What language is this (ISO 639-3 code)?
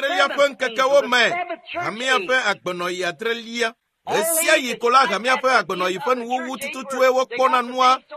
ewe